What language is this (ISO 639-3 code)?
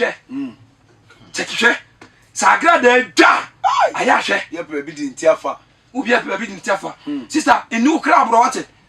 aka